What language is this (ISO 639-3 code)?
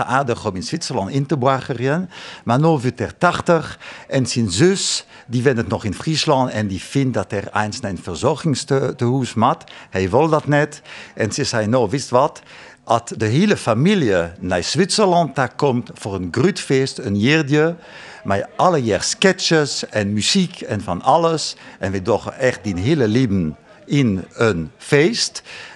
fry